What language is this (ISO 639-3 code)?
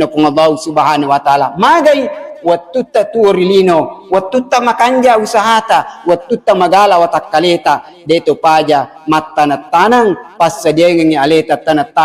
bug